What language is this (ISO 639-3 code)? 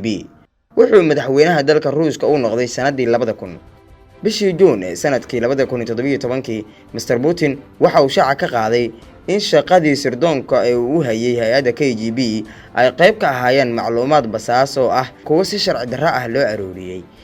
som